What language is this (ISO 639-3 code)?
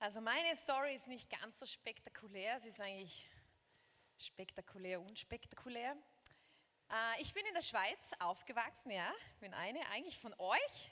gsw